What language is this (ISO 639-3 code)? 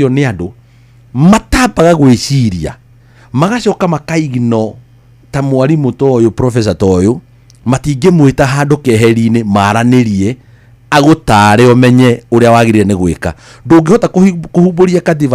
kik